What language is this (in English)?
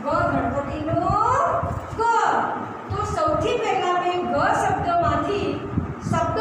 Gujarati